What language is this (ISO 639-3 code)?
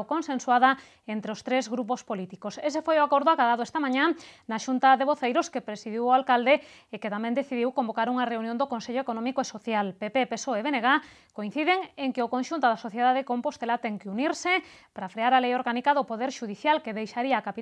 glg